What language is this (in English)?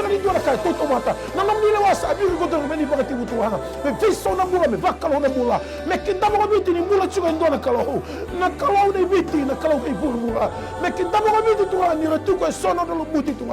Fijian